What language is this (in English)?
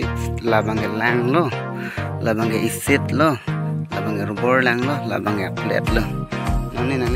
Karbi